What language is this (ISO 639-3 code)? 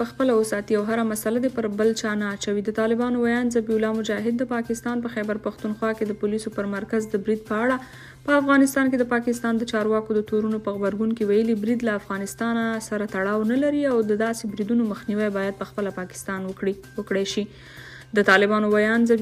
pus